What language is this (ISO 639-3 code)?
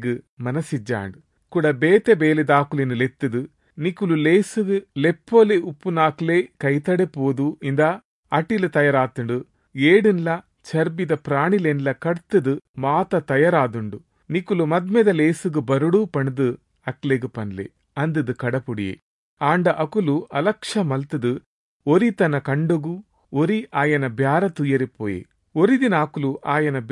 tcy